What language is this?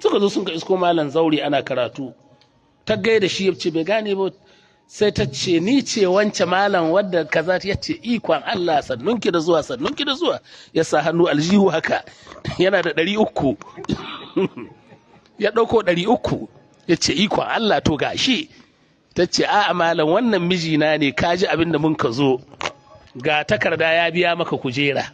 Hausa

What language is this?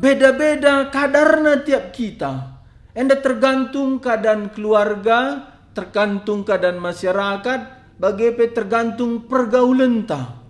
Batak Karo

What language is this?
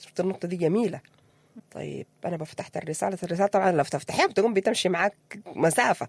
Sudanese Arabic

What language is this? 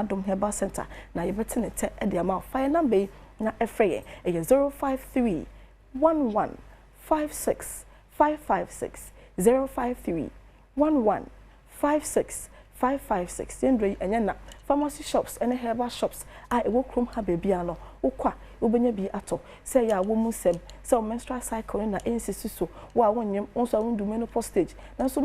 Akan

